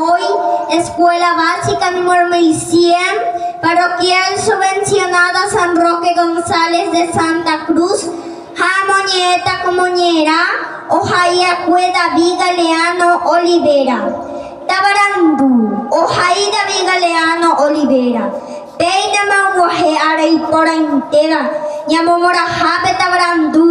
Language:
Guarani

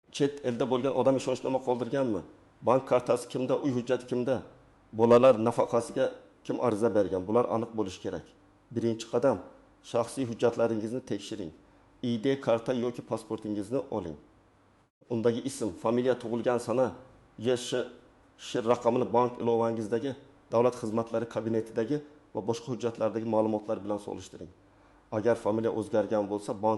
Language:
Uzbek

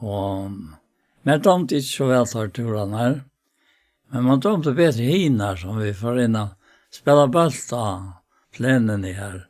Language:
Faroese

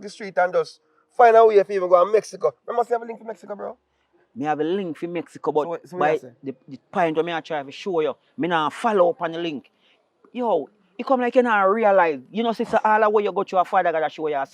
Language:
Jamaican Creole English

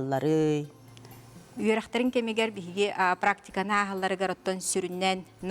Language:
Yakut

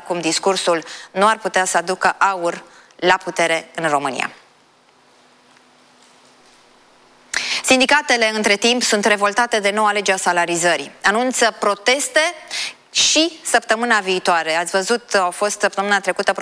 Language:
Romanian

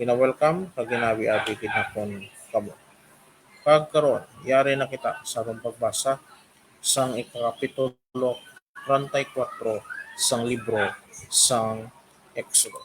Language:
Hiligaynon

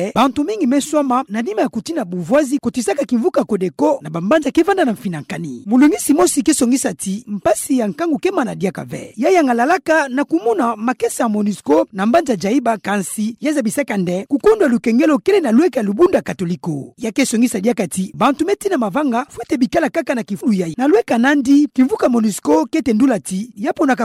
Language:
Kituba (Democratic Republic of Congo)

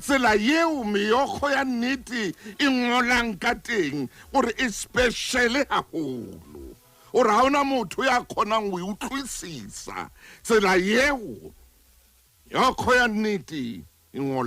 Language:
Southern Sotho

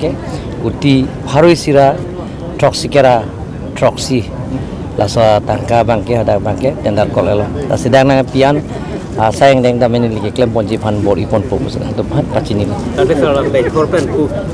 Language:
Karbi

